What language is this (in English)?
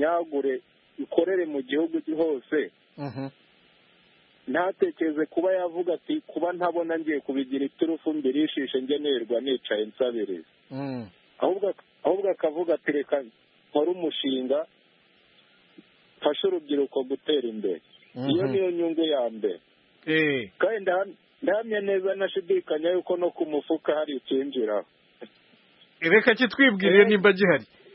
Kinyarwanda